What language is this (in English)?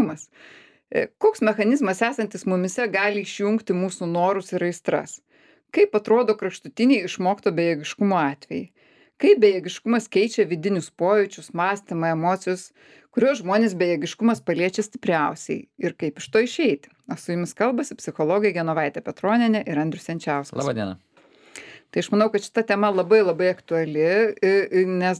Lithuanian